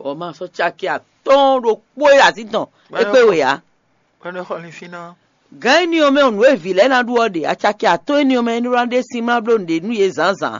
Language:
Fon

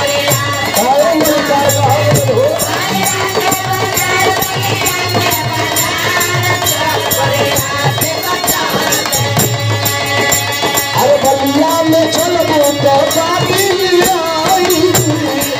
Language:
Bhojpuri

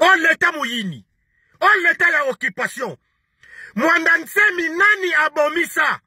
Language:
Lingala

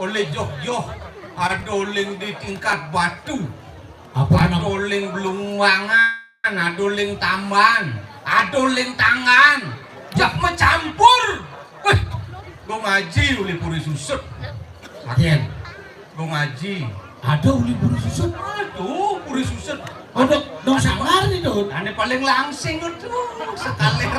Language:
Balinese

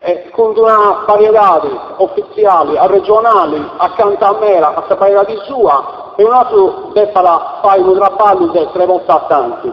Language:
Sardinian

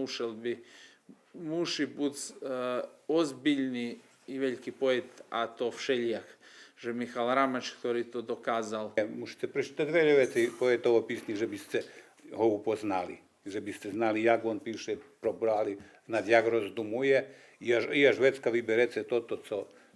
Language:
Rusyn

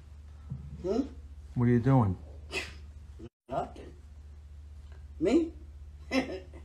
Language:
Polish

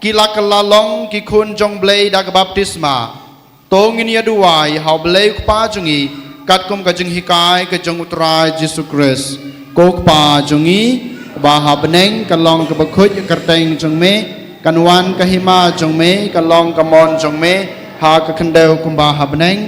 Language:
Khasi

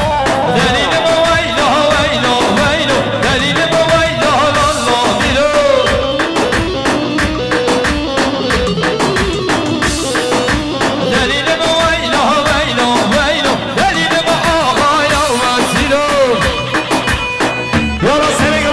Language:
Persian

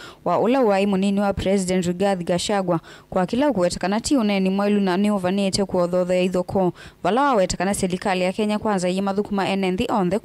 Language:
Kamba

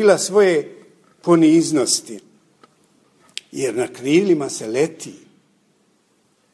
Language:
Bosnian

